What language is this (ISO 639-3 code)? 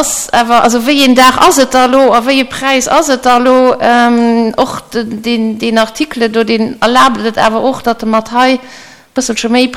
ltz